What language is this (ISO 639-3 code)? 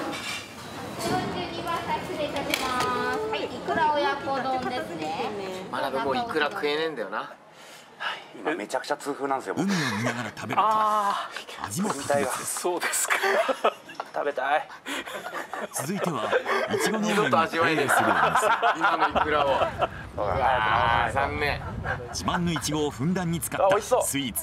jpn